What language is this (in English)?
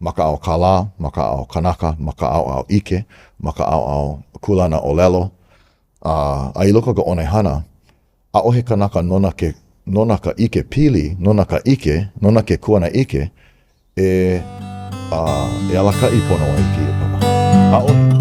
Hawaiian